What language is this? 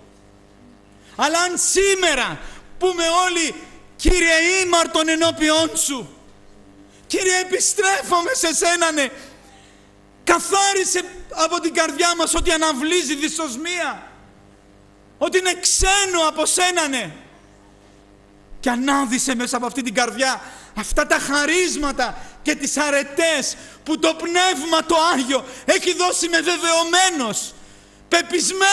Greek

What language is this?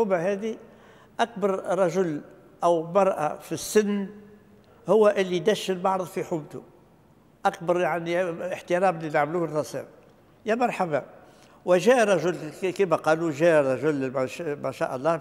Tunisian Arabic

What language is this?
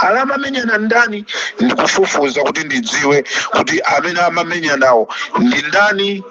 Nyanja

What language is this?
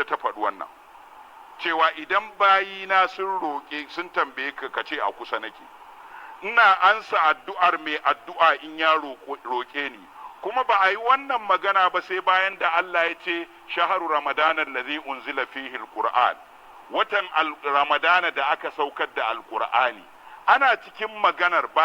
Hausa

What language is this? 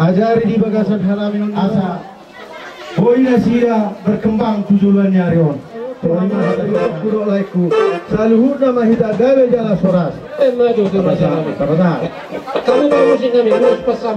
Batak Toba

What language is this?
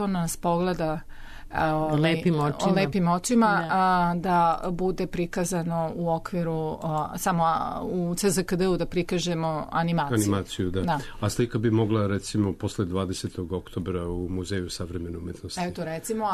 Serbian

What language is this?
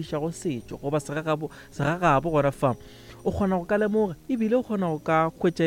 Northern Sotho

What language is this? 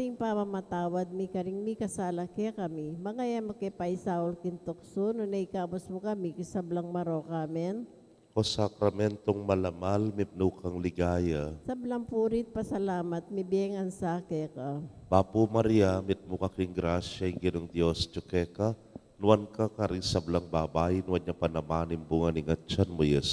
Pampanga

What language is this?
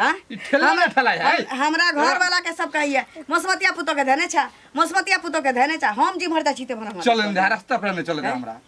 Maithili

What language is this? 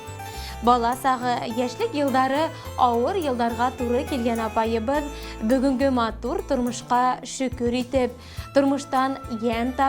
Bashkir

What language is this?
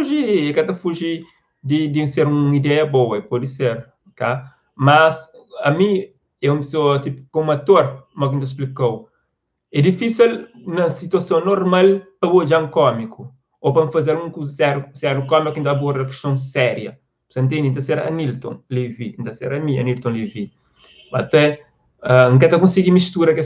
Kabuverdianu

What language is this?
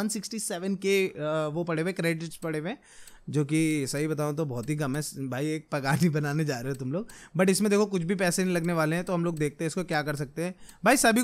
Hindi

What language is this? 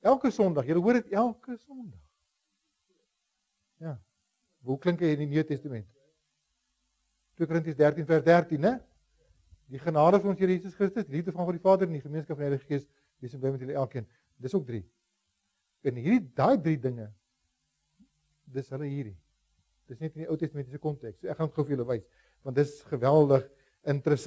Afrikaans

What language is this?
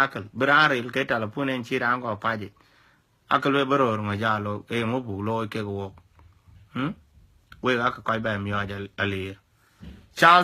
Dinka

